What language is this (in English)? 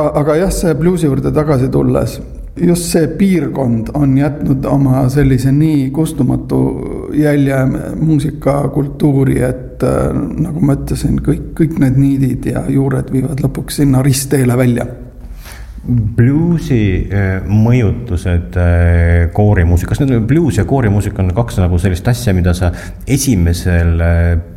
Estonian